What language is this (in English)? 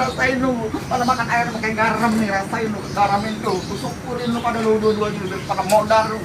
Betawi